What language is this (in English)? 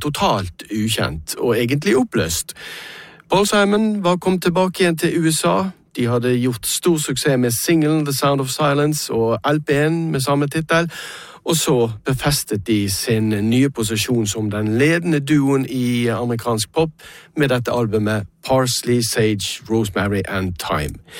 Norwegian